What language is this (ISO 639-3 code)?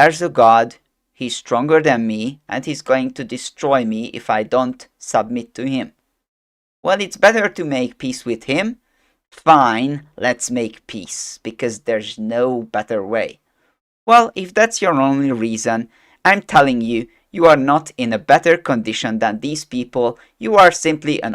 eng